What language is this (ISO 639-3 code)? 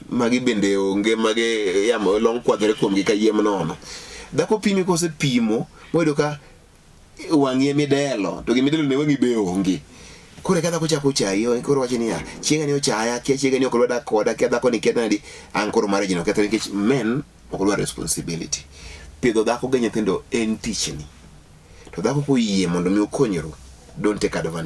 luo